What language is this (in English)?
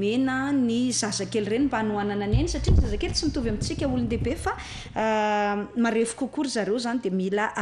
Malagasy